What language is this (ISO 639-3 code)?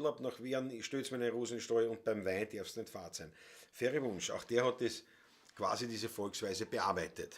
bar